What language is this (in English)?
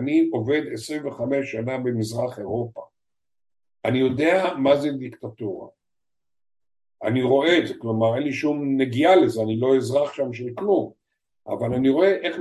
Hebrew